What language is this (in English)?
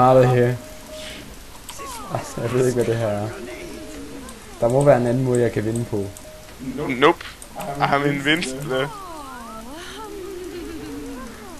Danish